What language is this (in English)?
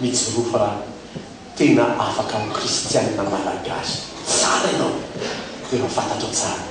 Malagasy